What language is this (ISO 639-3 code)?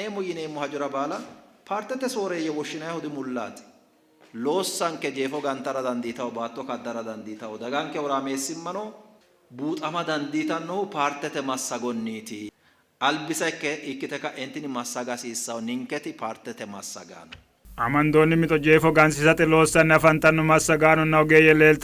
sid